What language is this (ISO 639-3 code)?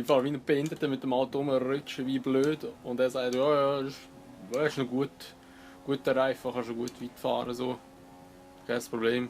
gsw